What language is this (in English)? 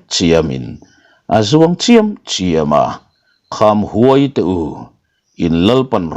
Mizo